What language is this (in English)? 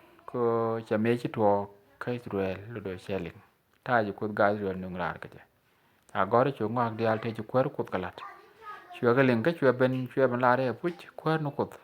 Nuer